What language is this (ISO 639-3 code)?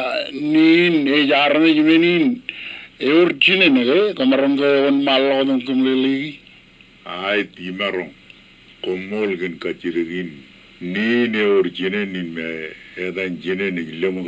mah